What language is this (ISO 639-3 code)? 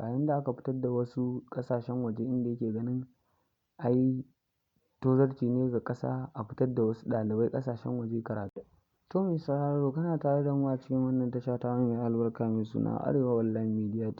hau